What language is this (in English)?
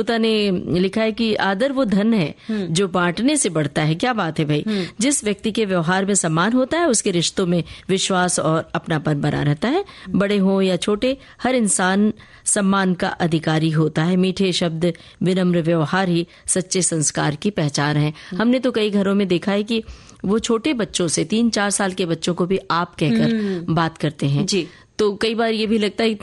Hindi